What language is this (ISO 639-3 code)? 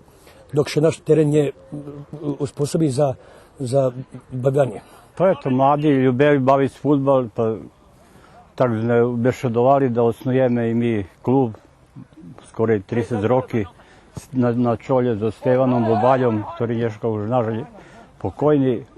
rue